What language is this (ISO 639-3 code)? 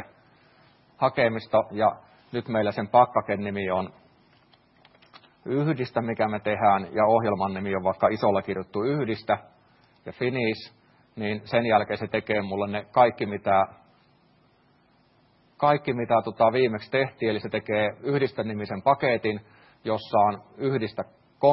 fin